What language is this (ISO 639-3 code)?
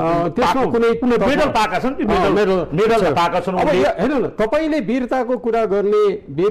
nep